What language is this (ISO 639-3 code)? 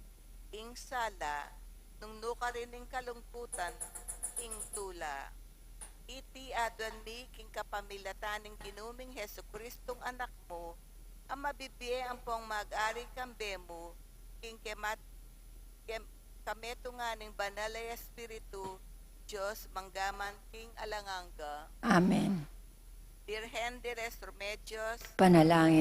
pam